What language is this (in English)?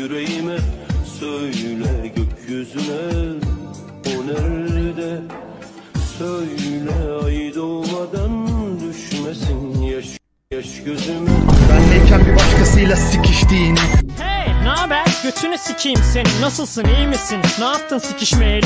Turkish